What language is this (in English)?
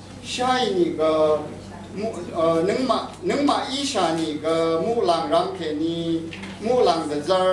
Rawang